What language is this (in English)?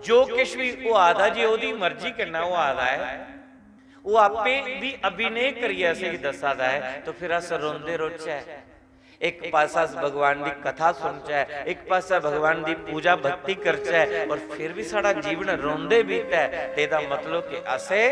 Dogri